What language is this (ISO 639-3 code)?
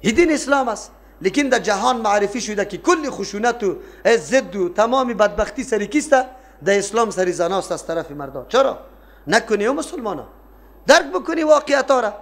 fas